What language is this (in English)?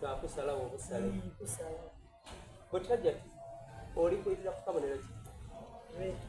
Soga